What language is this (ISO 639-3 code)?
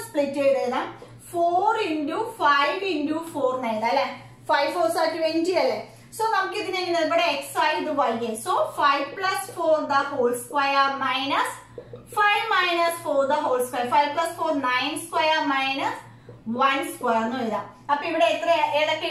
mal